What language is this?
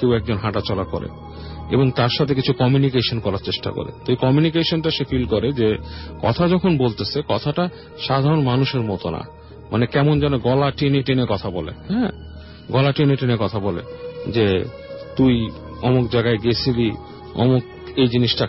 Bangla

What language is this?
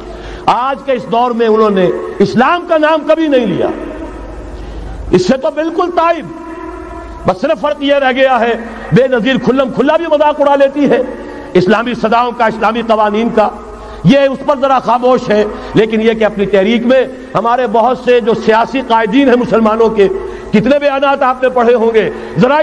Urdu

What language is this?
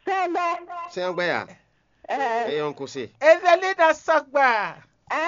Fon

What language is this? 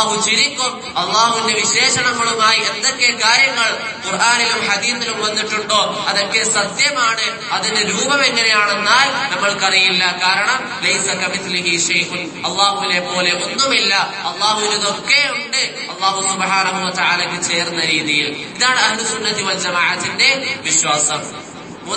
Malayalam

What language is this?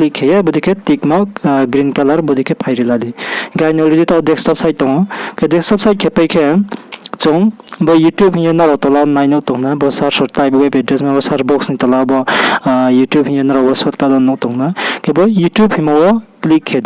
Riang (India)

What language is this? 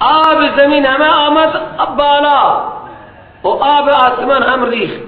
Persian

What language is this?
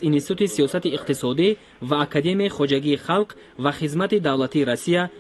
Tajik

